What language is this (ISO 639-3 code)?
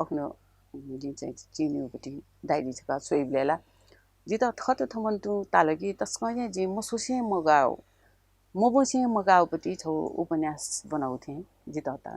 new